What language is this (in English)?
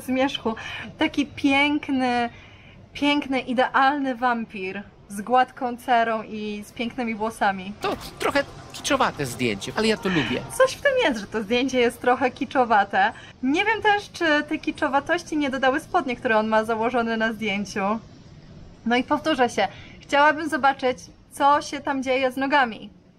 Polish